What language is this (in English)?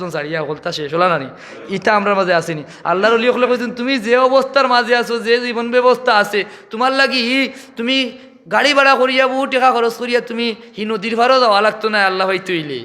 Sylheti